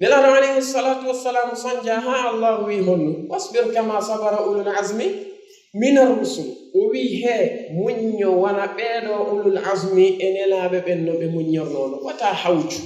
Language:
Fula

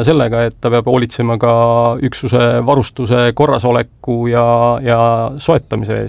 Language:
Estonian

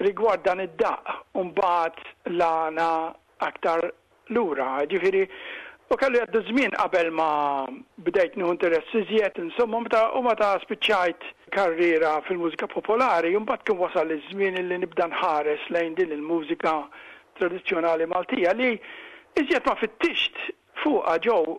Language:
Maltese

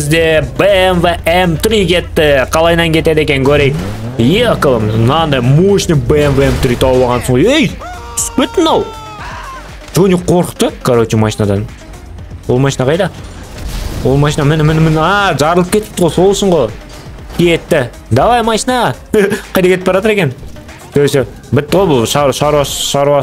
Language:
Kazakh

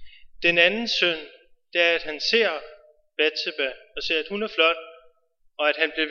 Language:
Danish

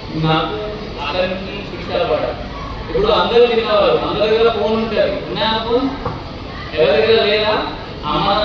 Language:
Telugu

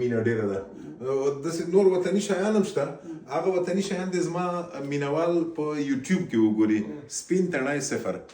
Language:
Pashto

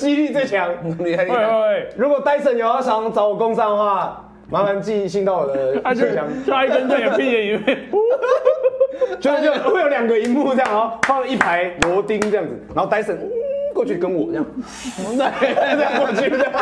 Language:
Chinese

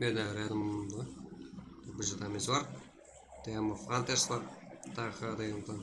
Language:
Kara-Kalpak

